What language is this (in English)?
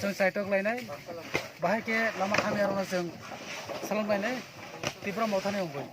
Kok Borok